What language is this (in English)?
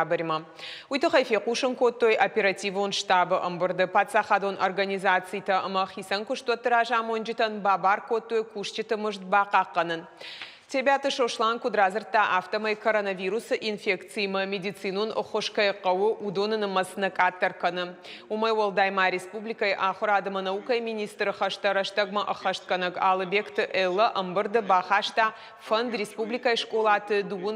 Ossetic